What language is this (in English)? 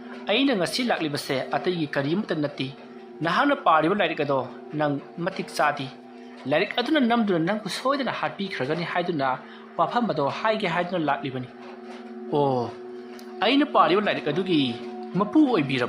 Manipuri